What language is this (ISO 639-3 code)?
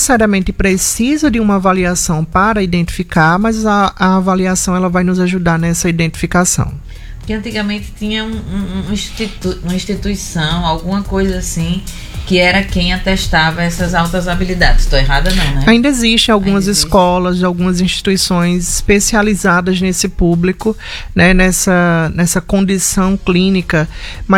por